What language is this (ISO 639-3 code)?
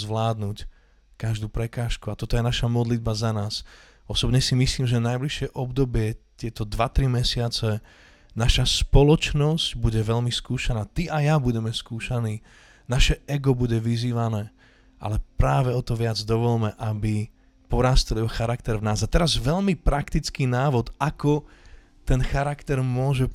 slk